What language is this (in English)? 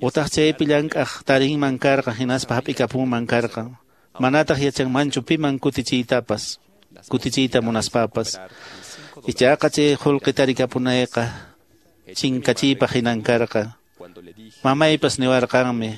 Quechua